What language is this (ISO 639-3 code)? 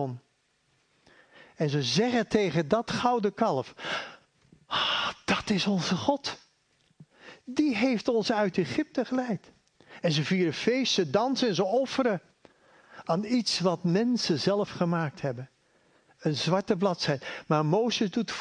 nld